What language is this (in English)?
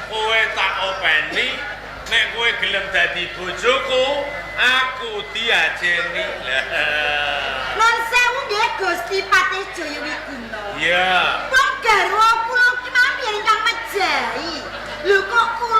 Javanese